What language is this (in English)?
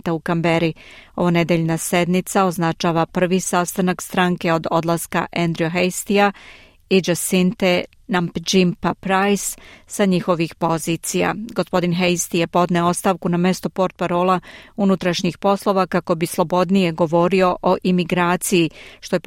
Serbian